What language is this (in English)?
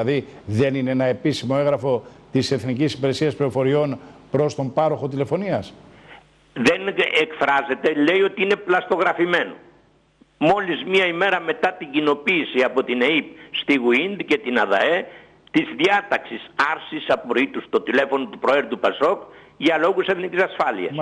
Greek